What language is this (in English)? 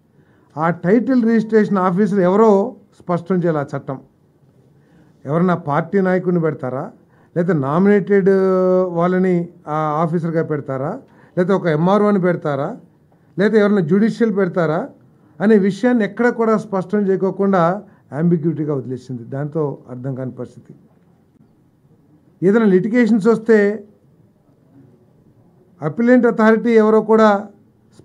Telugu